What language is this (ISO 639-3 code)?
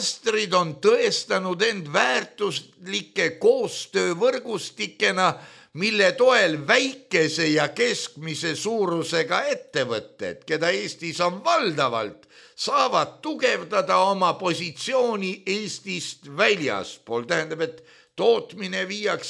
est